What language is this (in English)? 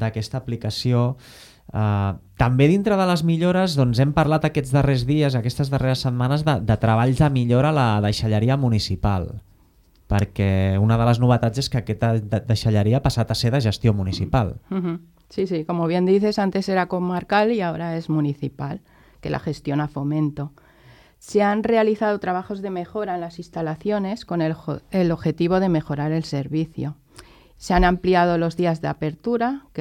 Catalan